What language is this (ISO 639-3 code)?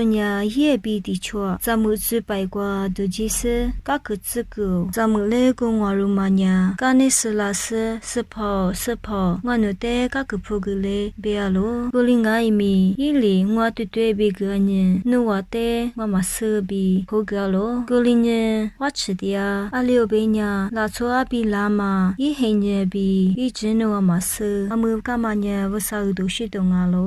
lis